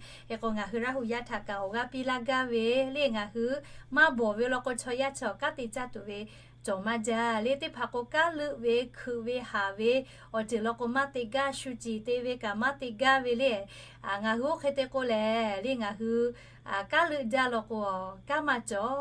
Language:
Lahu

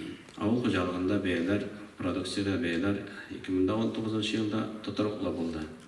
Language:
Tatar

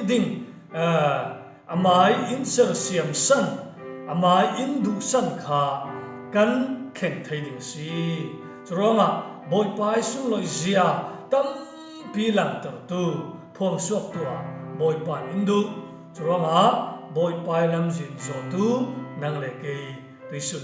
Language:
Falam Chin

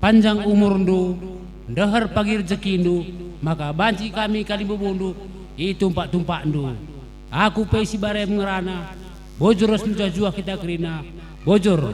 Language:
Batak Karo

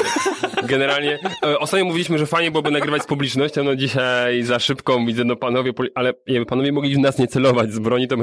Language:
Polish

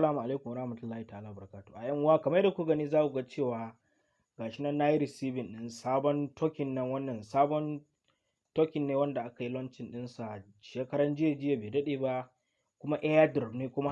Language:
Hausa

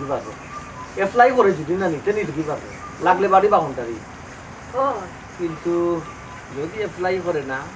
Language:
Sylheti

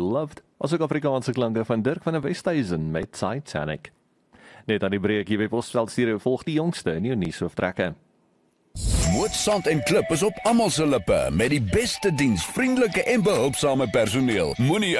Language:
Afrikaans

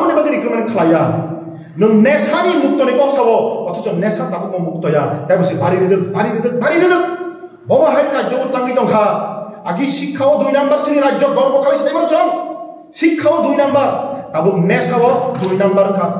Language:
Kok Borok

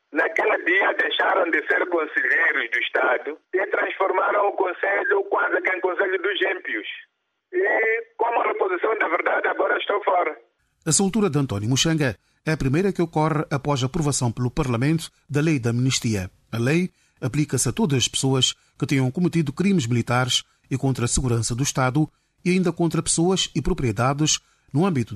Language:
Portuguese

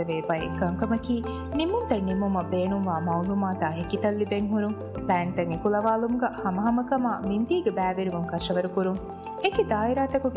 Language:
Divehi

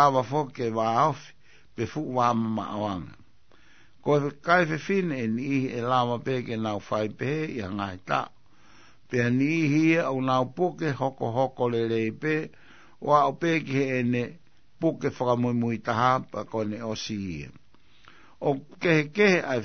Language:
Tongan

